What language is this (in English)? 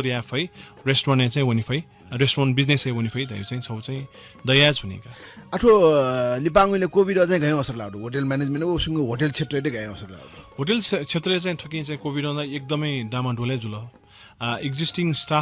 Newari